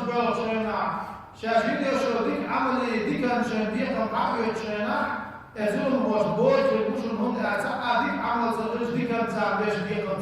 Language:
Chechen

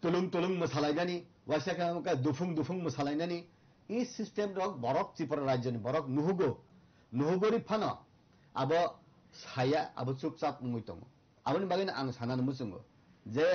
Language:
Kok Borok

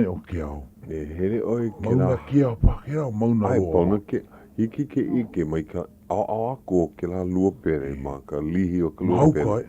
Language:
Hawaiian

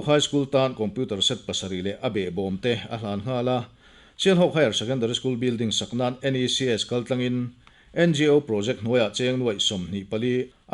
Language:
Mizo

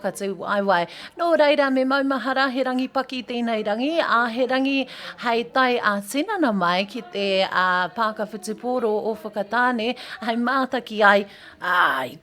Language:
Māori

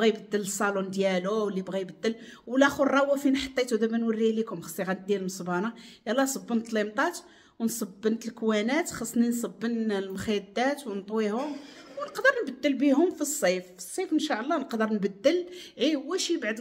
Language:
Moroccan Arabic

